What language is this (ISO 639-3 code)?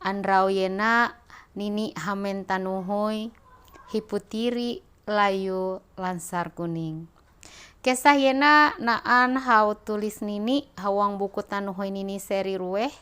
mhy